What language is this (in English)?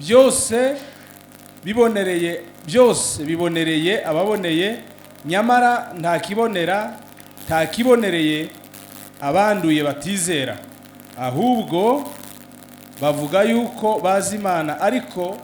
Kinyarwanda